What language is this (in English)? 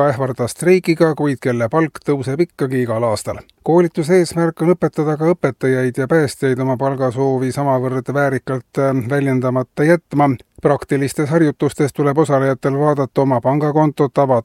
Estonian